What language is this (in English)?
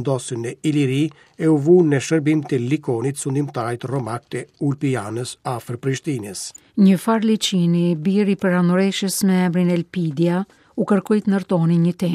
Albanian